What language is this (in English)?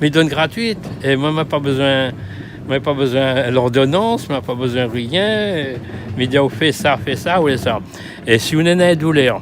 Réunion Creole French